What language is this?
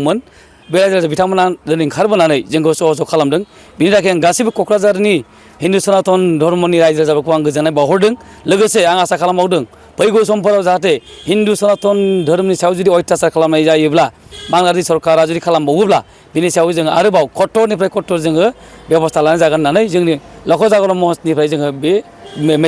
Bodo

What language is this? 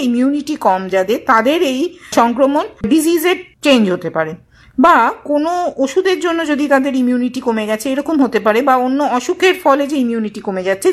Bangla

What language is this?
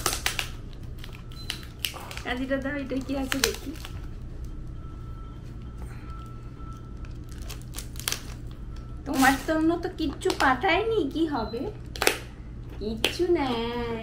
Bangla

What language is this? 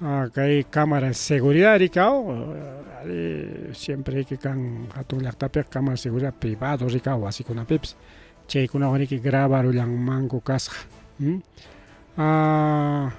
Ayacucho Quechua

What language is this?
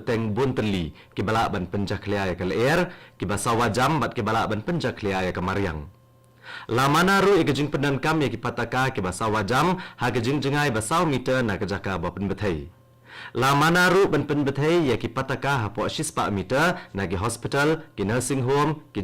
Khasi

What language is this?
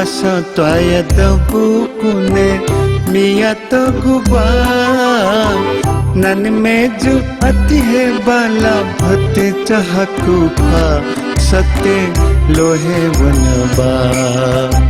Newari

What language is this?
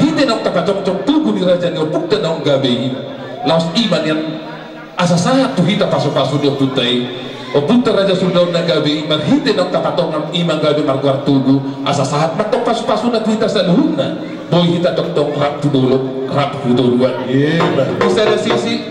Batak Toba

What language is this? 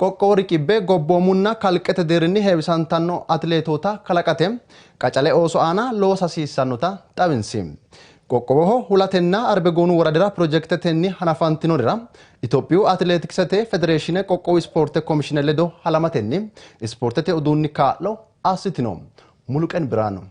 Sidamo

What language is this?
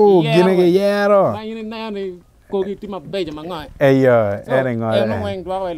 Acoli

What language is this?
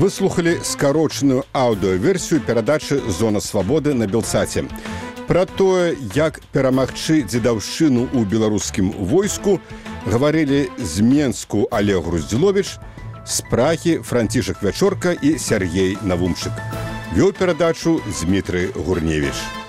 Belarusian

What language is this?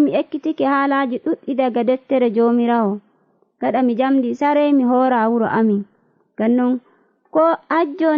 Nigerian Fulfulde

